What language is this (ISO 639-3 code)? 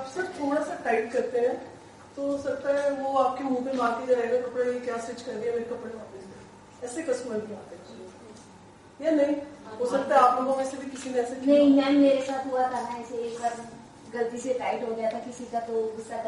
hin